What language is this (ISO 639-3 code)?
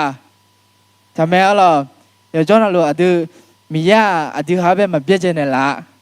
ahk